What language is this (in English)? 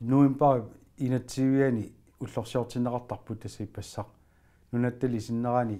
Kalaallisut